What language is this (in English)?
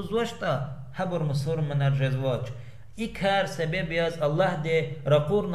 Lezghian